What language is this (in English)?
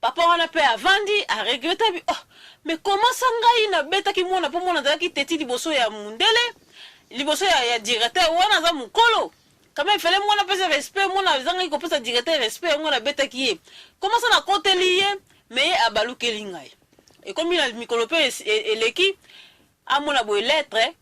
Lingala